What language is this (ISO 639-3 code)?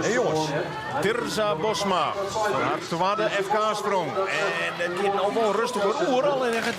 fry